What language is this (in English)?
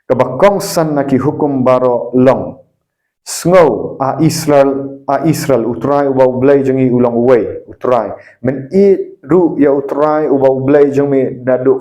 Khasi